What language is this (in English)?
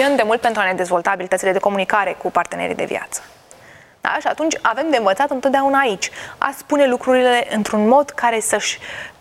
Romanian